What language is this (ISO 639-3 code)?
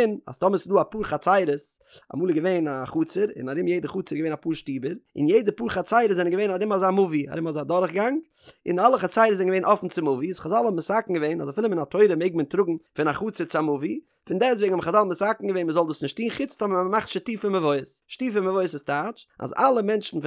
yid